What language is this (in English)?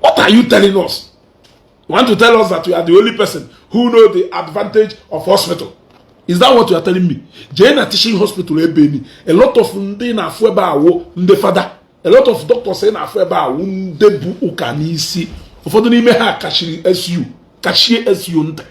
Igbo